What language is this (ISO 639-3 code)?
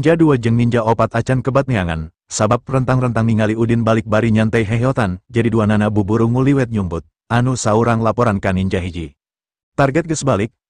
sun